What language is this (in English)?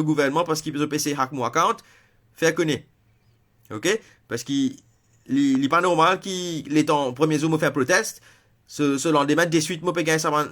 Morisyen